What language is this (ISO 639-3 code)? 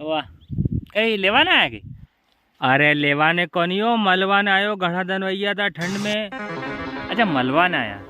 raj